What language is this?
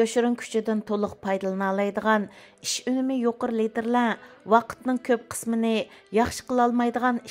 Uyghur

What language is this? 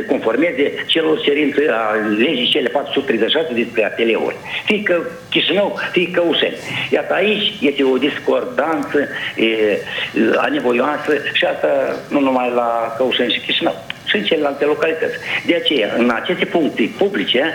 Romanian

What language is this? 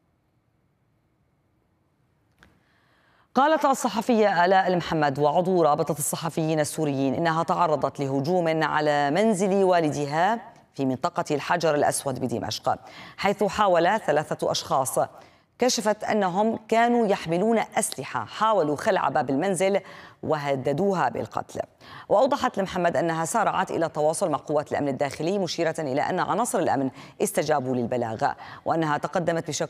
Arabic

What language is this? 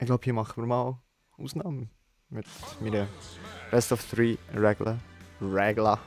Swiss German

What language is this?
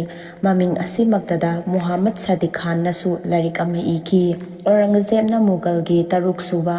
Manipuri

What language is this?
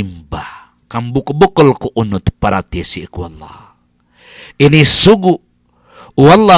Maranao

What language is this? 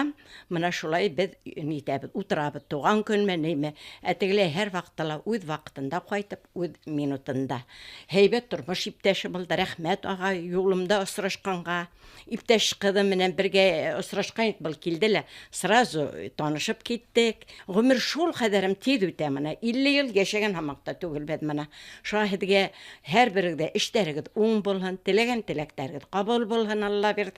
Bashkir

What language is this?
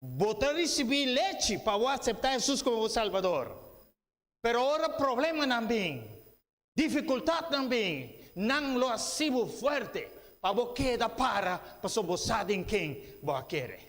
Papiamento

